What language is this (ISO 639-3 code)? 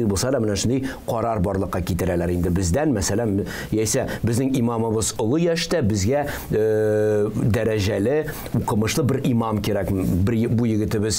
tat